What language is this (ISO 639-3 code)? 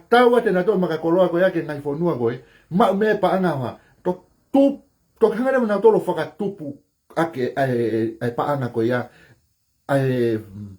ton